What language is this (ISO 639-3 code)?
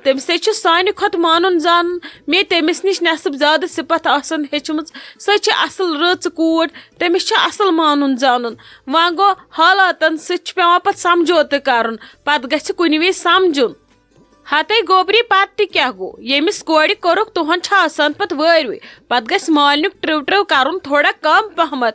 kas